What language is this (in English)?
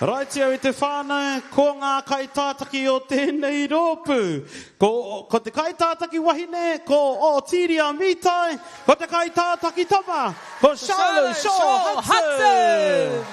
Māori